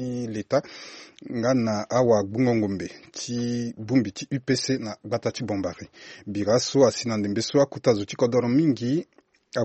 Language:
Sango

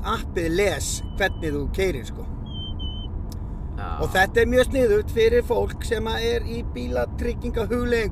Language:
Icelandic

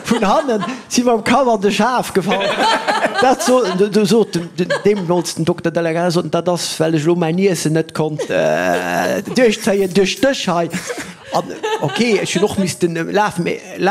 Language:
Luxembourgish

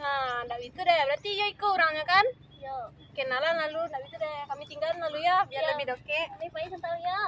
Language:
Minangkabau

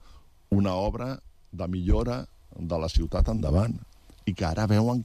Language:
Catalan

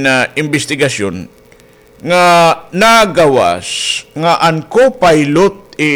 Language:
Waray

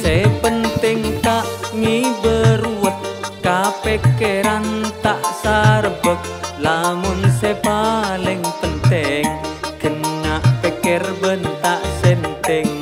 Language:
Madurese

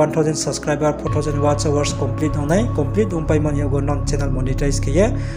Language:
Riang (India)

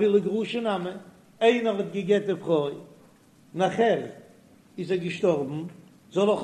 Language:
Yiddish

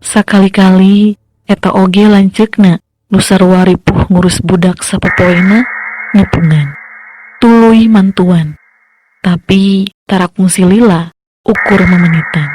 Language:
Sundanese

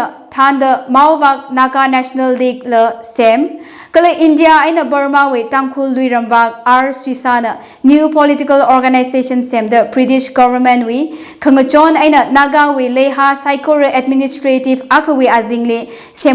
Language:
Tangkhul Naga (India)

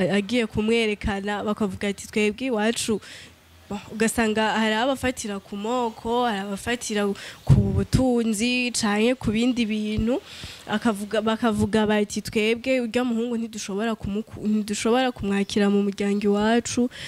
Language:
Rundi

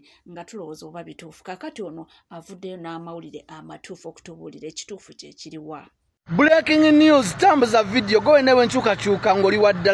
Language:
Ganda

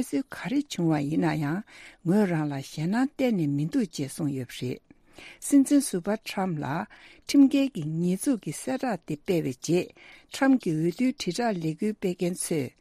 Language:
Tibetan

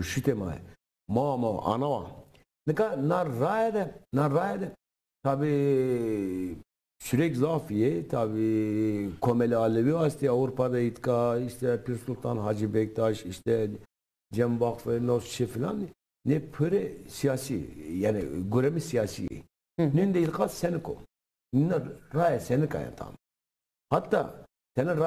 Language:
Zaza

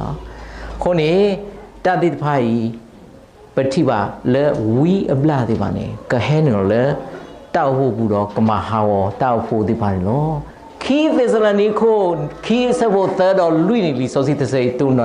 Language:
S'gaw Karen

